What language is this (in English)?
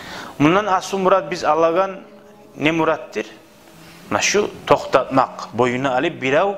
Kumyk